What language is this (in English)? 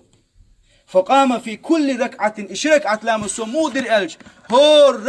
Chechen